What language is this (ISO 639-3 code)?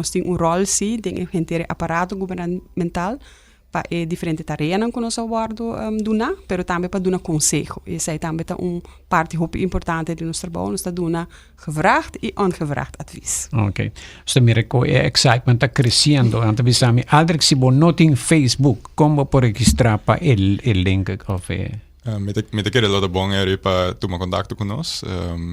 pap